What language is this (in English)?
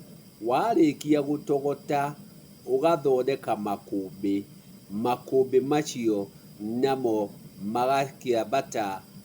Kikuyu